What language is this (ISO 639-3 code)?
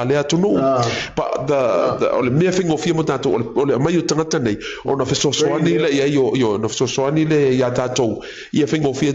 smo